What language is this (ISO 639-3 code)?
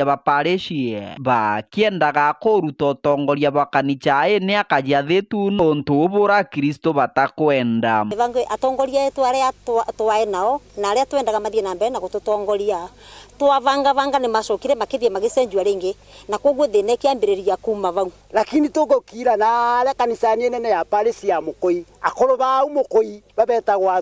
mer